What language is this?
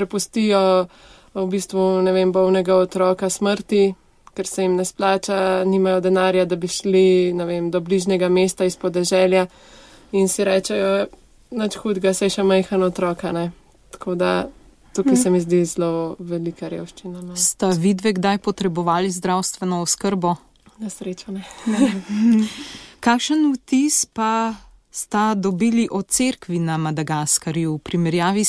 Slovenian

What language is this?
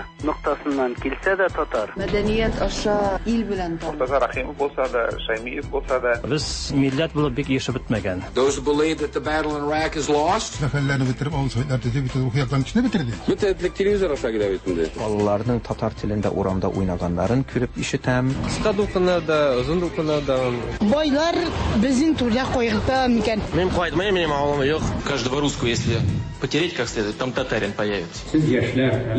Tatar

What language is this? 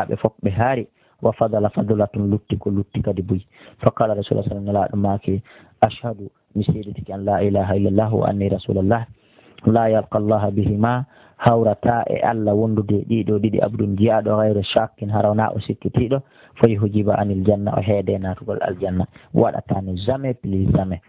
Pular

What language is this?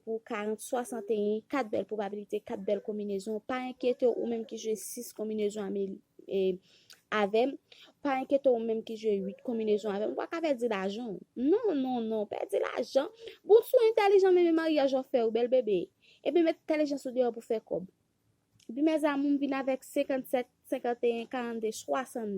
Haitian Creole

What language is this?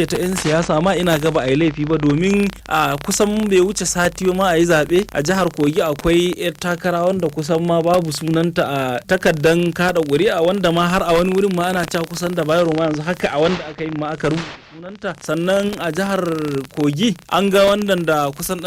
Hausa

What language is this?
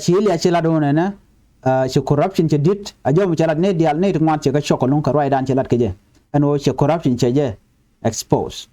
Nuer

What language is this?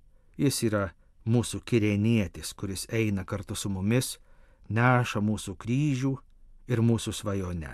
Lithuanian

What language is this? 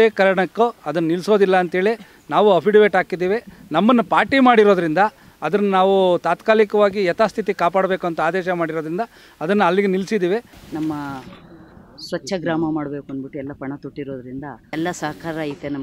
Kannada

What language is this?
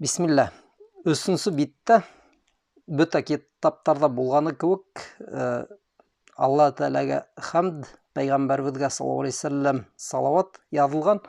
Bashkir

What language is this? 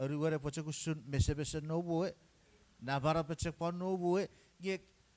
Chuukese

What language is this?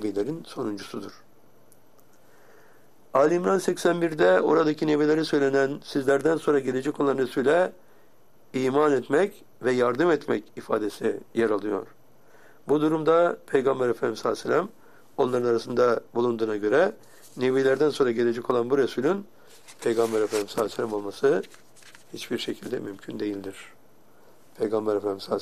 Turkish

